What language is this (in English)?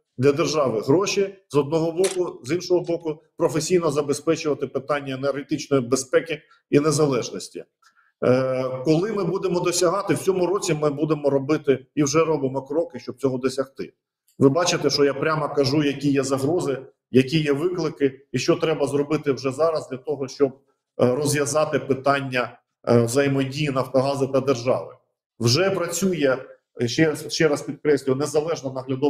Ukrainian